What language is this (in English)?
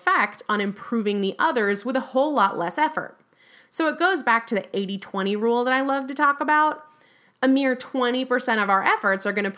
English